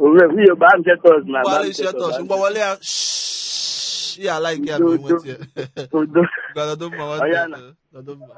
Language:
Igbo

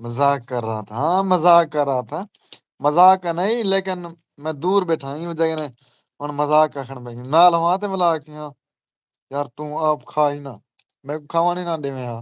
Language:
Saraiki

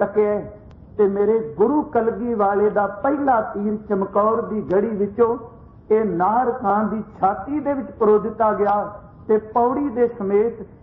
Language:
Punjabi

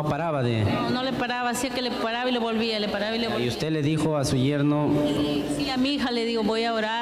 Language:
Spanish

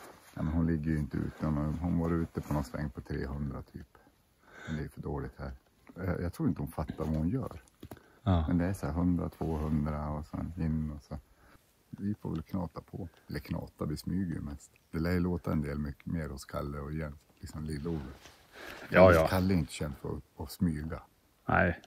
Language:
Swedish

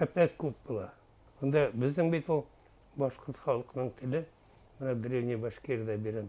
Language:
Bashkir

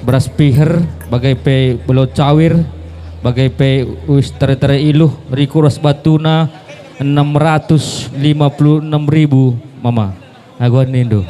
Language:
Batak Karo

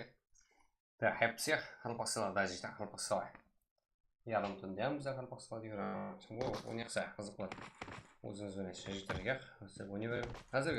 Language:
Kara-Kalpak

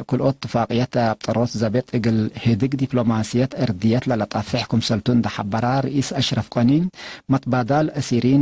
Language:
Tigre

